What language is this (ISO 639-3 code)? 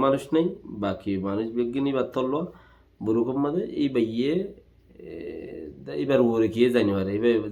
rhg